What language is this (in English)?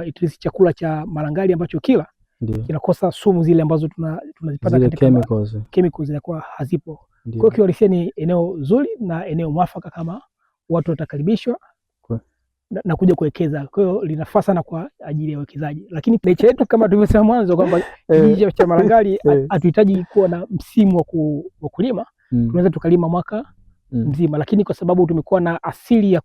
Swahili